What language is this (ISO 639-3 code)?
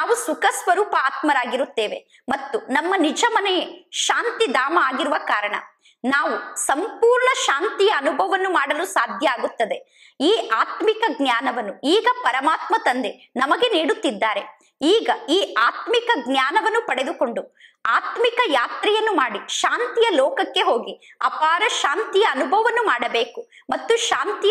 kan